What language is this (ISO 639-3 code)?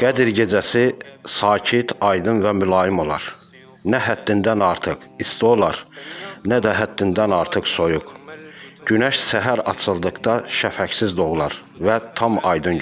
aze